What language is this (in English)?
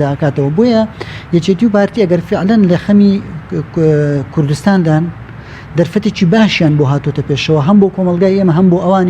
Central Kurdish